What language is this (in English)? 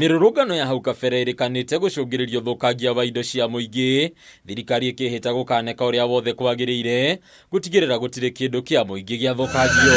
Kikuyu